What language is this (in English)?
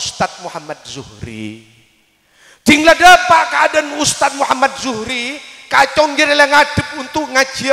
Madurese